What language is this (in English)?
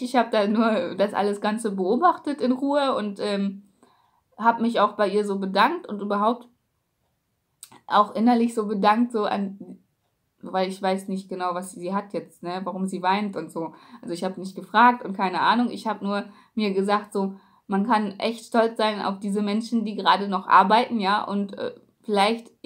German